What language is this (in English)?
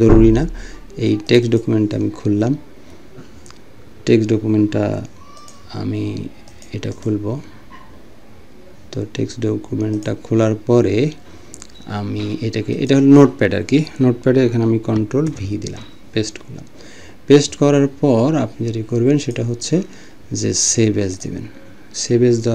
Bangla